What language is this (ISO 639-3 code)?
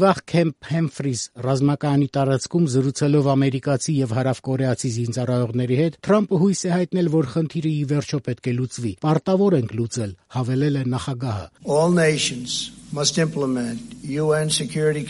hye